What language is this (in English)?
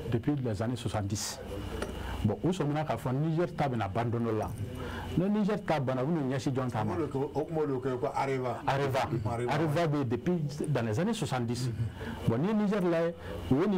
Bambara